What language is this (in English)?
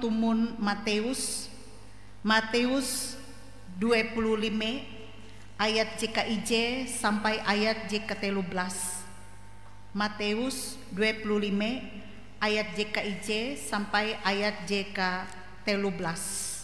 Ngaju